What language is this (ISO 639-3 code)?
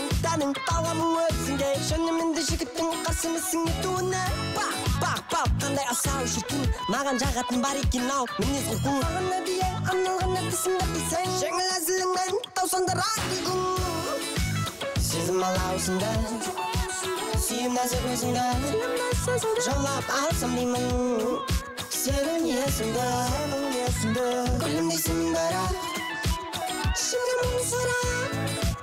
kaz